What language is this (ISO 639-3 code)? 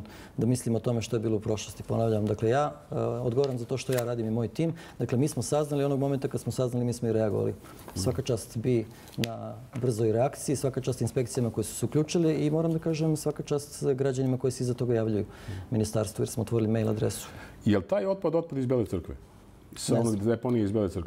srp